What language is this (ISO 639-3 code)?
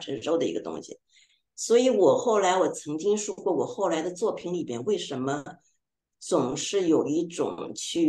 zho